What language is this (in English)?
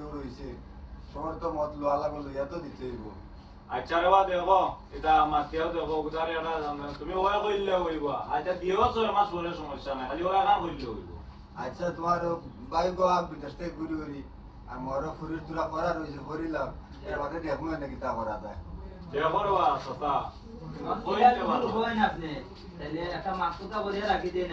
Sylheti